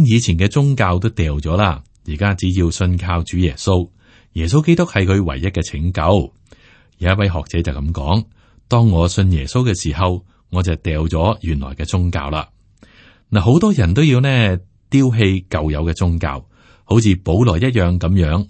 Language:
Cantonese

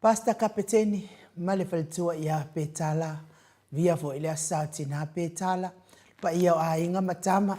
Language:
Samoan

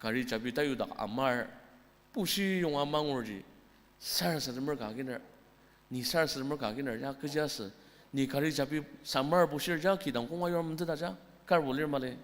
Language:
Ao Naga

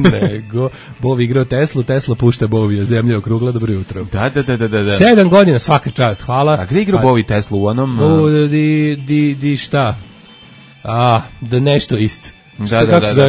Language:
Serbian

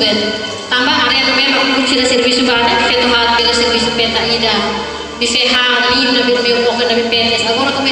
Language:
Tetum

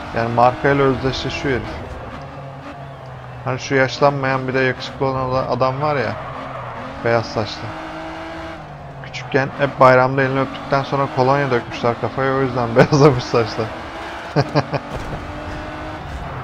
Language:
Turkish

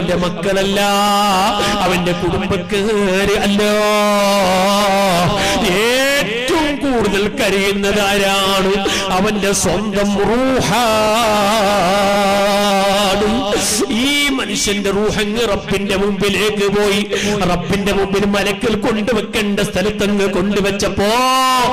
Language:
Malayalam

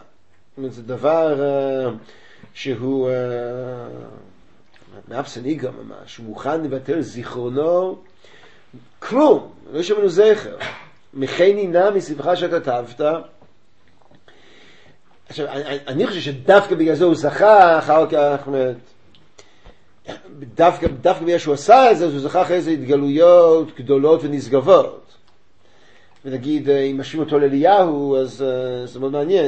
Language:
Hebrew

